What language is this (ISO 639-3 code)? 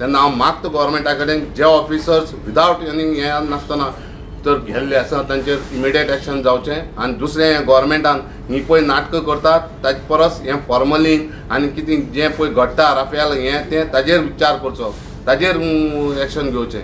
kok